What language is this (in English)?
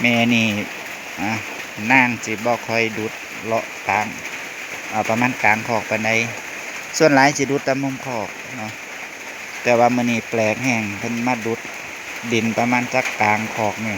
Northeastern Thai